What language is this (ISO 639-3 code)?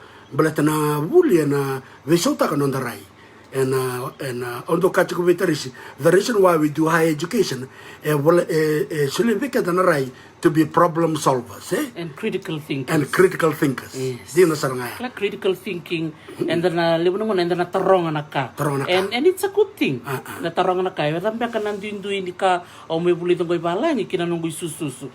fij